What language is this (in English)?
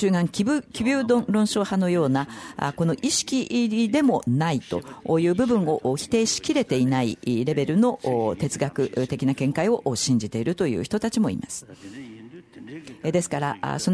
Japanese